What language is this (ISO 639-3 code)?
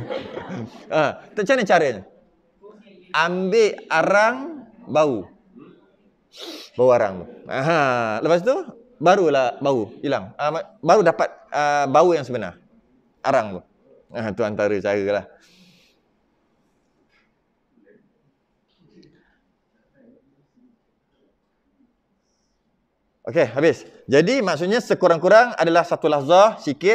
msa